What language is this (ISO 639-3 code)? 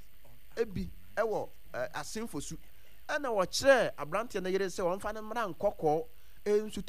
aka